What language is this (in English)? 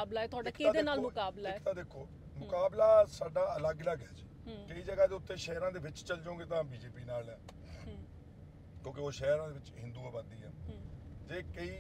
Punjabi